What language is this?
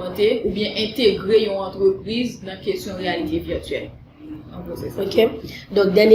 Haitian Creole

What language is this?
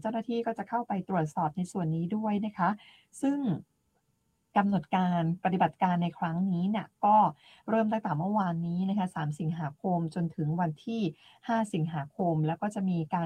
Thai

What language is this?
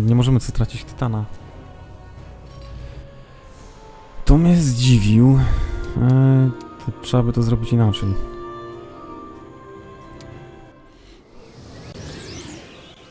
Polish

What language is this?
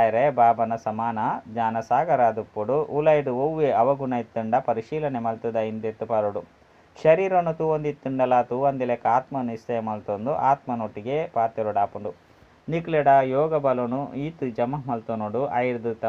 Tulu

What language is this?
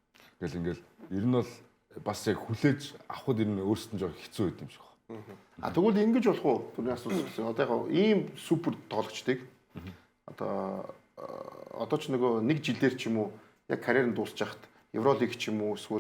Mongolian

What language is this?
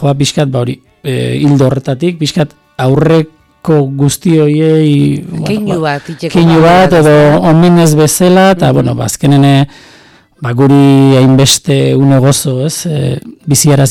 Basque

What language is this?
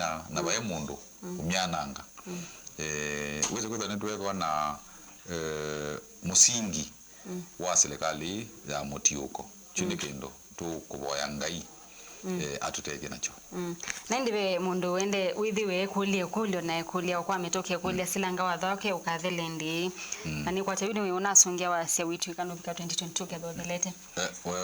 Kamba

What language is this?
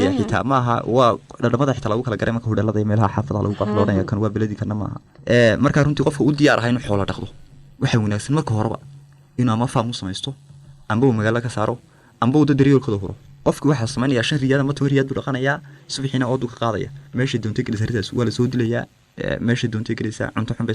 Somali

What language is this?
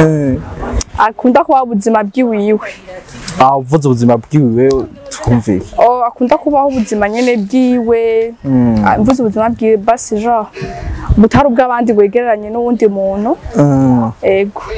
Rundi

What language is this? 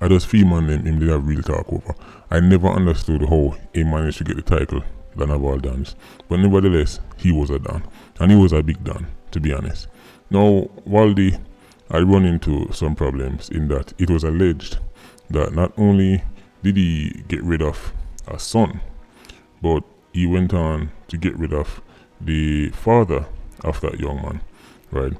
Jamaican Creole English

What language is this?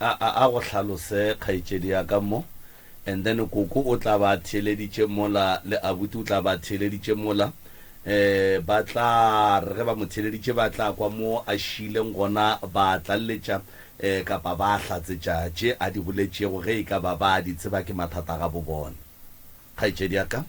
Northern Sotho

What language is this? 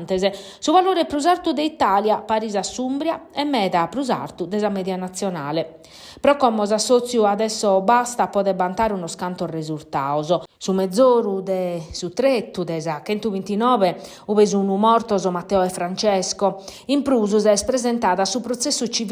Sardinian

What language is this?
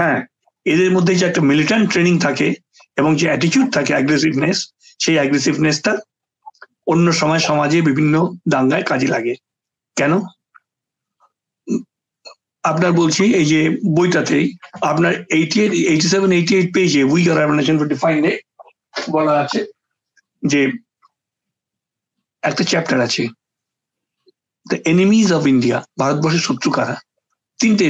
Bangla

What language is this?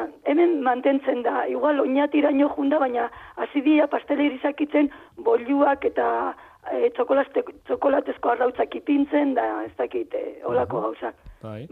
Basque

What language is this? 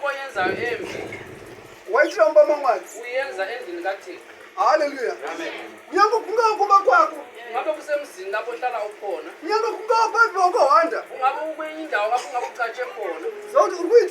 Shona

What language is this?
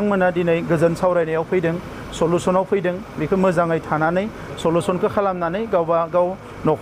Bodo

